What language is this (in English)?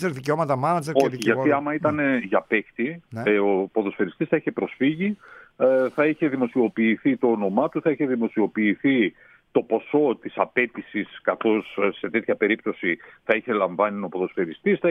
Greek